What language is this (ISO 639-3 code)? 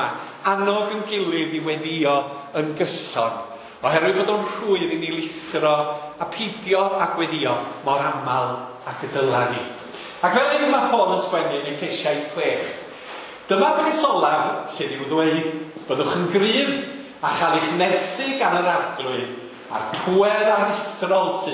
cym